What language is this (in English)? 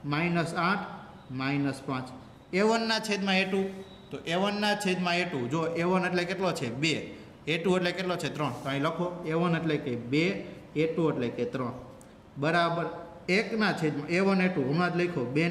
Gujarati